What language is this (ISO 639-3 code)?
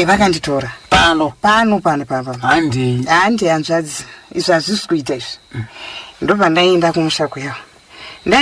sna